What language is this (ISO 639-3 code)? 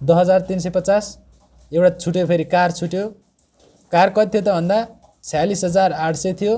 nep